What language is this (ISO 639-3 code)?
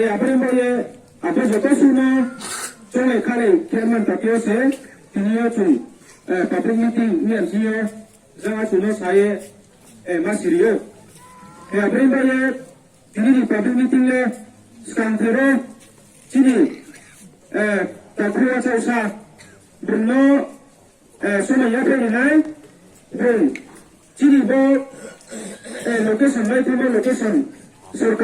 ria